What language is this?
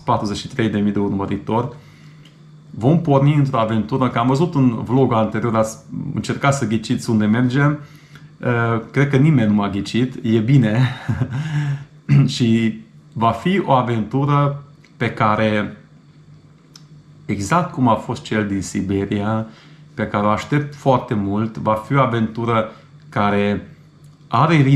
Romanian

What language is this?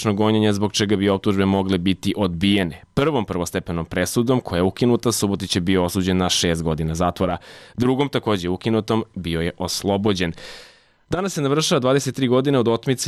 Serbian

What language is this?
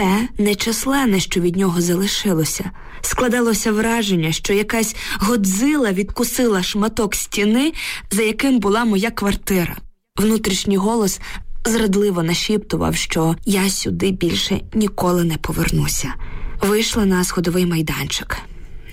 Ukrainian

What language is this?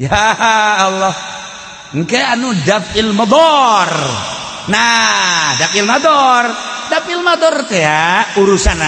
Sundanese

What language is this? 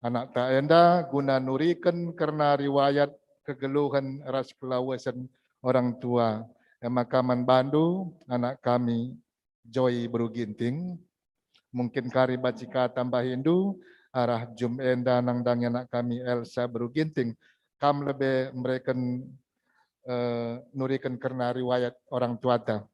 Batak Karo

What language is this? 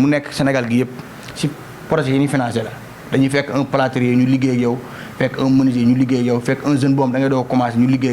Wolof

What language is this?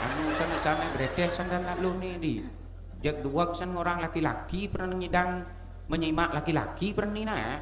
Balinese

